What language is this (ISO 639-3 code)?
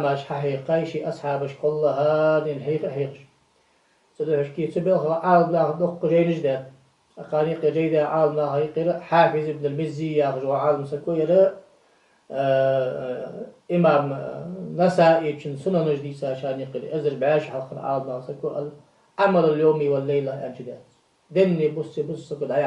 inh